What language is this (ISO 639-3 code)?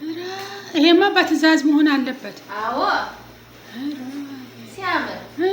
amh